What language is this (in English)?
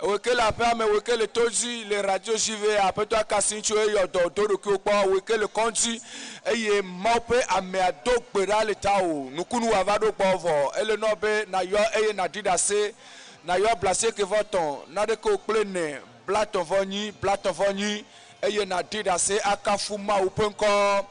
Ewe